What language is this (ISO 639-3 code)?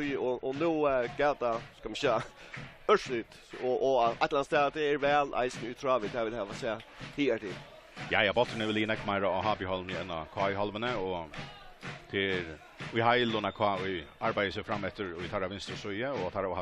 fao